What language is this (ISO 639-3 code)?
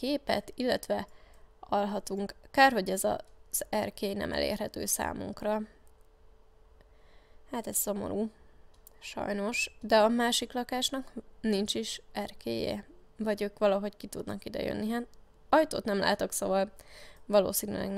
hun